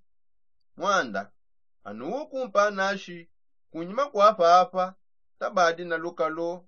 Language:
Songe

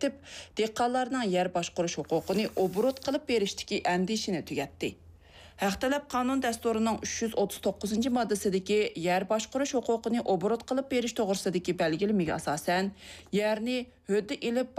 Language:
Uyghur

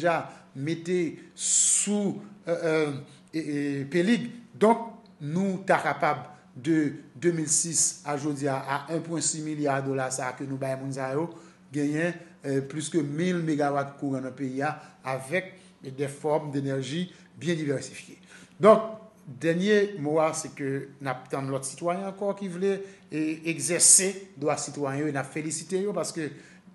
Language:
Haitian Creole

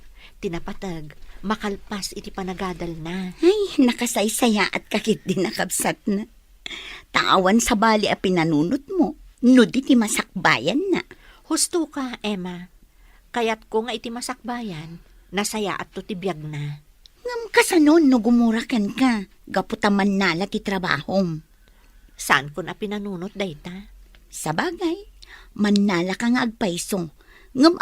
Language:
Iloko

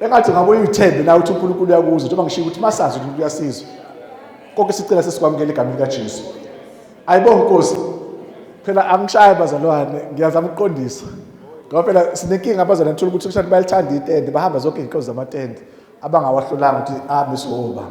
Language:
Zulu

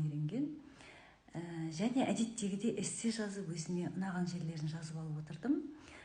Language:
Kazakh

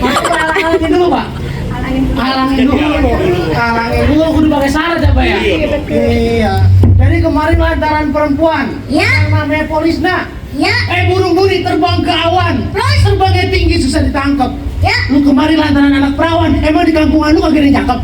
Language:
Betawi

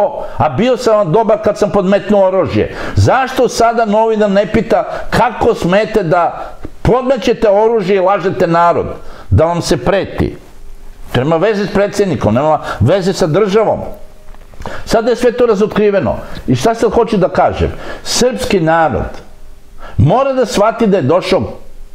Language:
Serbian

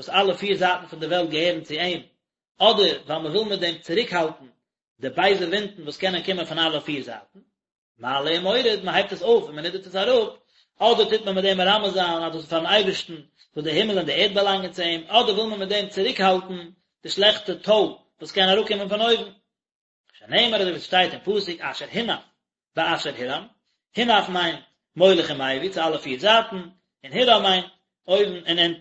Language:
Yiddish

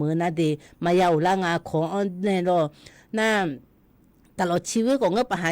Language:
Akha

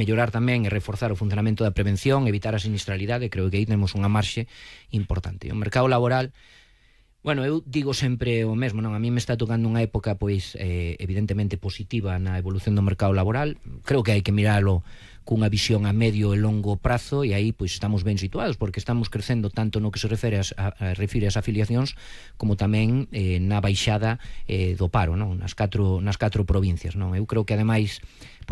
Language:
Galician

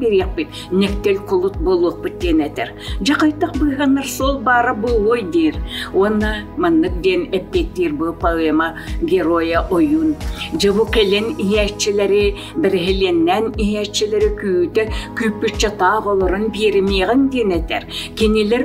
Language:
Yakut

